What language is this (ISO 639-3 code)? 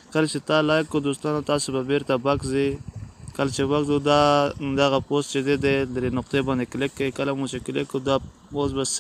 pus